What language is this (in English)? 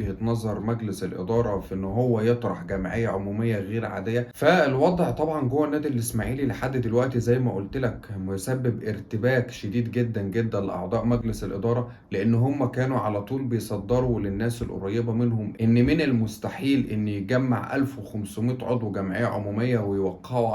Egyptian Arabic